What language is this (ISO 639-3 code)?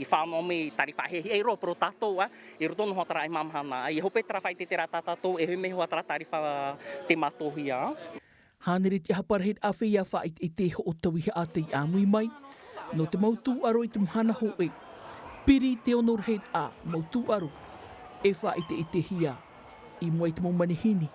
tah